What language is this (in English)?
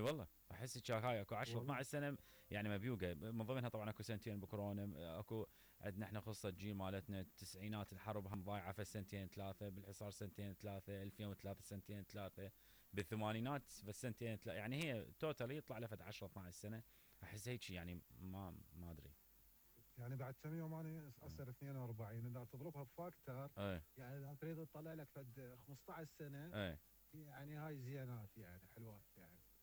Mesopotamian Arabic